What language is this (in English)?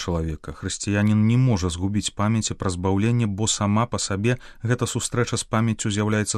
Belarusian